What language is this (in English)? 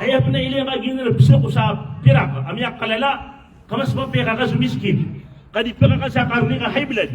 Maranao